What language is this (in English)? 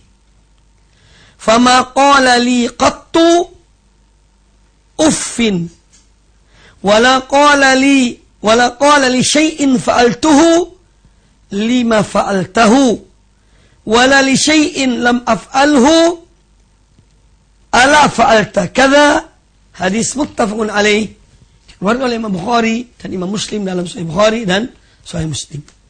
Indonesian